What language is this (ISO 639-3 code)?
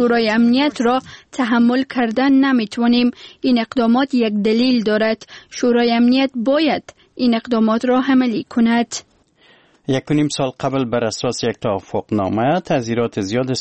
fas